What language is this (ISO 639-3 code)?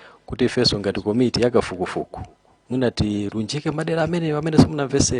nya